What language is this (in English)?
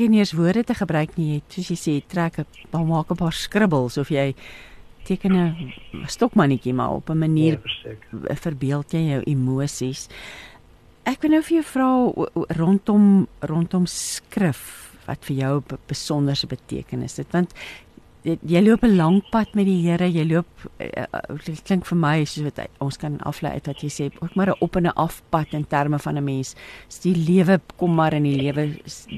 Afrikaans